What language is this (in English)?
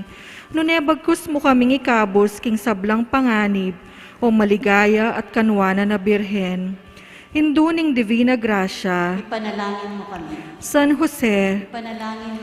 Pampanga